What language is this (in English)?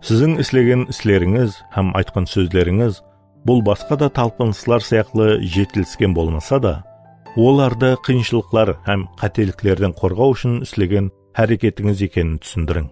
Kara-Kalpak